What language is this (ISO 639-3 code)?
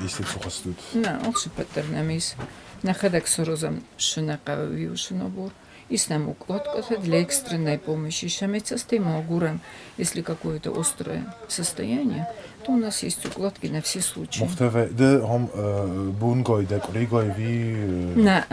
oss